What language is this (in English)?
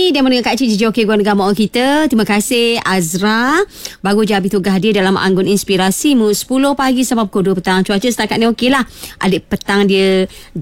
Malay